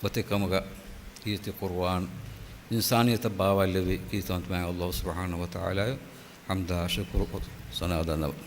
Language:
Divehi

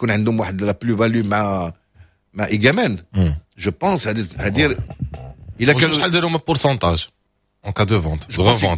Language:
Moroccan Arabic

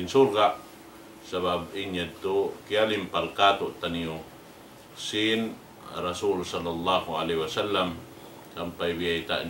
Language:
Tausug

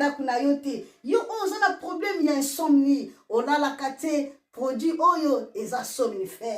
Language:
Lingala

